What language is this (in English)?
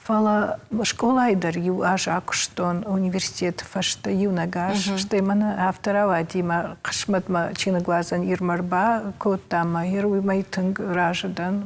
Ossetic